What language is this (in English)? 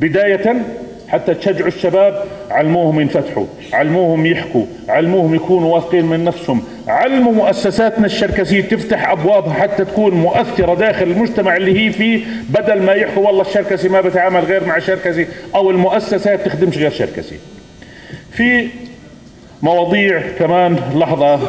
North Levantine Arabic